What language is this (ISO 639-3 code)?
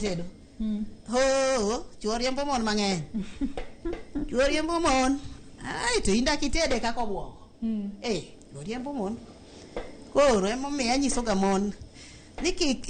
luo